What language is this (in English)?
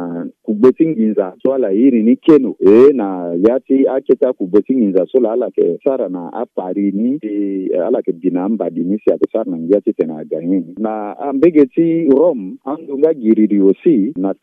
Sango